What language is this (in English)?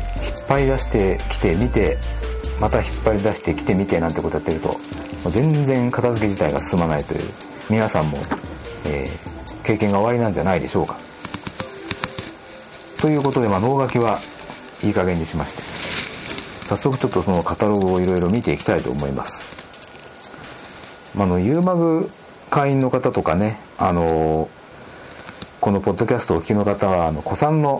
Japanese